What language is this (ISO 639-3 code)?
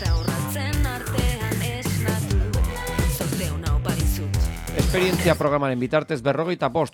eus